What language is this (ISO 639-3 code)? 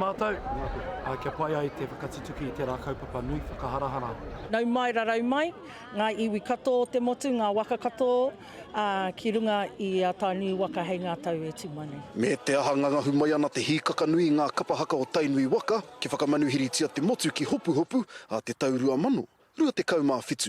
mri